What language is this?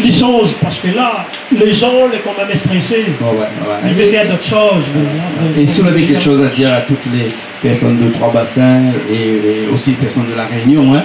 Réunion Creole French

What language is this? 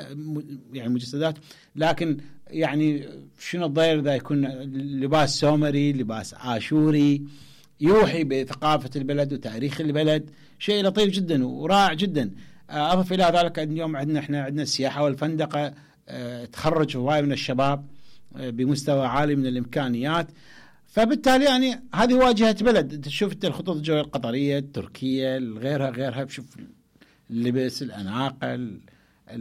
Mesopotamian Arabic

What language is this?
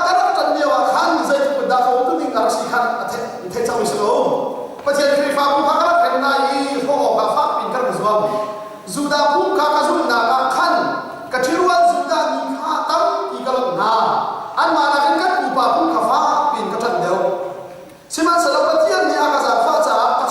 Hakha Chin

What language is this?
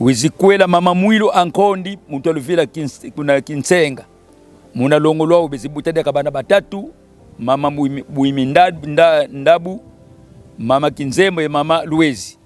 Kongo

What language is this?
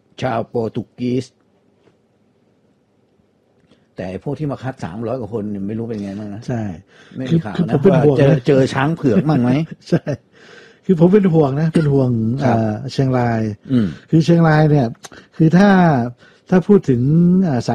Thai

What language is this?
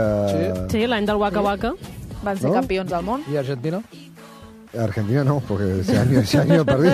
Catalan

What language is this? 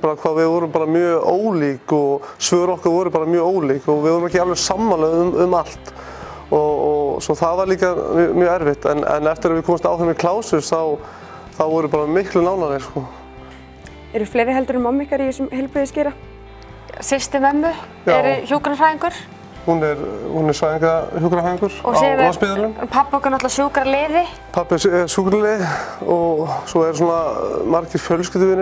Icelandic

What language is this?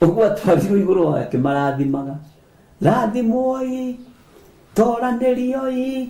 Kikuyu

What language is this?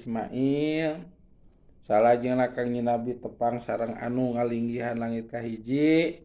Sundanese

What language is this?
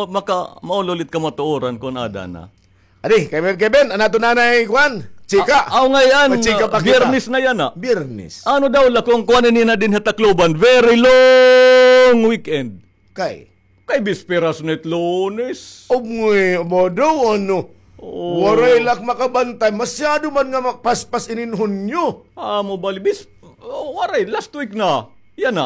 Waray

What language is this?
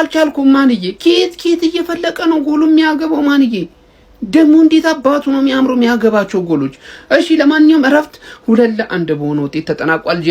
Amharic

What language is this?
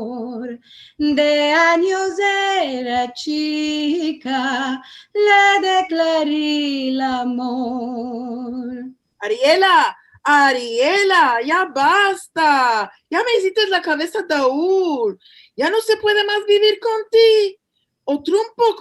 Ladino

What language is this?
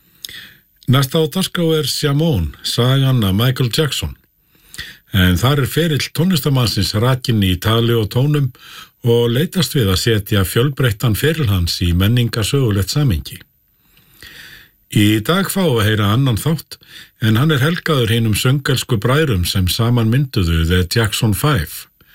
Icelandic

